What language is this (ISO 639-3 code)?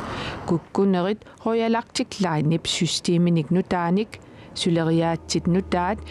kal